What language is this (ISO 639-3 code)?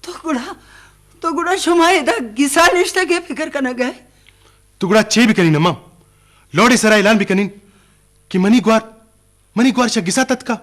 bgp